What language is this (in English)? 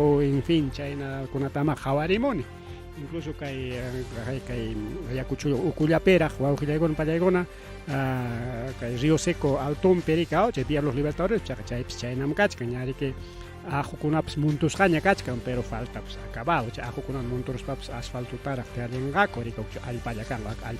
Ayacucho Quechua